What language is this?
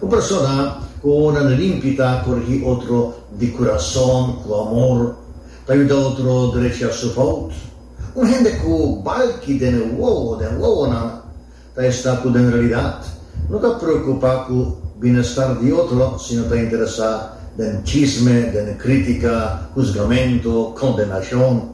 Papiamento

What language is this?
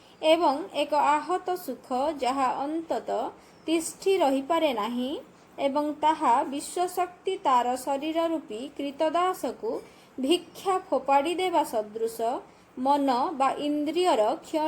Odia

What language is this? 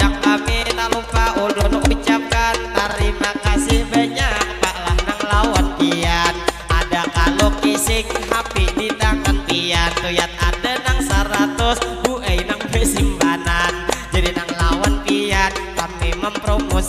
Banjar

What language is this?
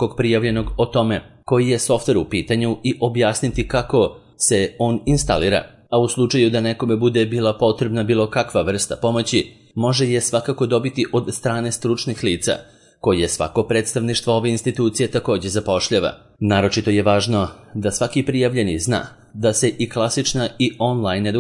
Serbian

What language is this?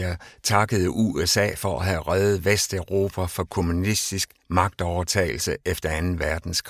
Danish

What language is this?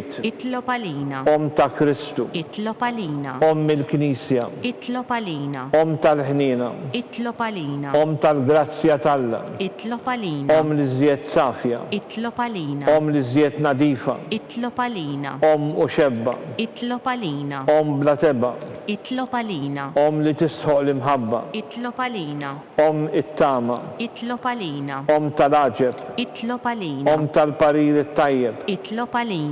Maltese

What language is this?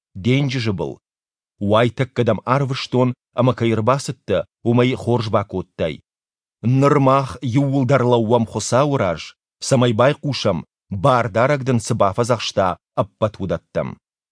Ossetic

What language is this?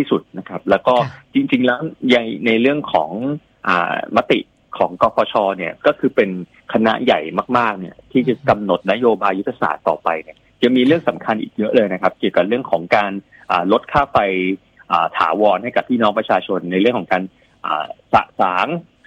Thai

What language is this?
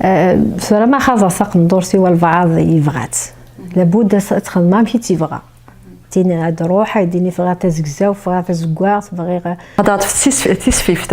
Kabyle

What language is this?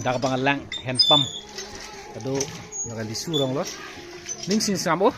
Karbi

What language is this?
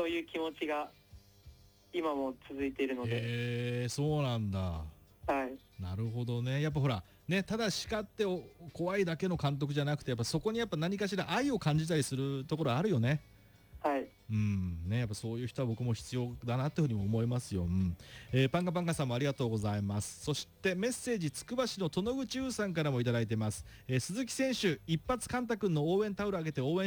Japanese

